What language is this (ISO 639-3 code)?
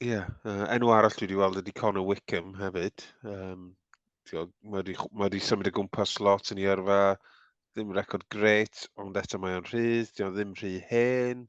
cym